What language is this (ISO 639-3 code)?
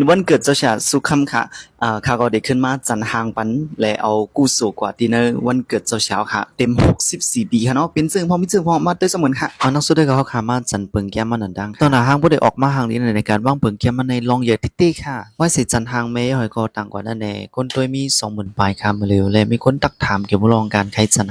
shn